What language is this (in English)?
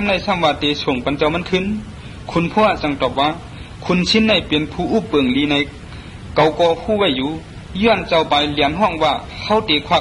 Shan